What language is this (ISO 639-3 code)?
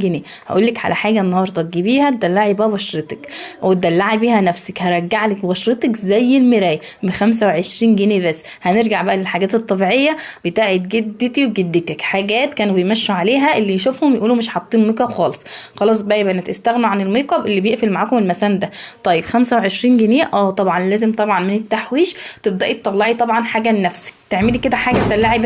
arz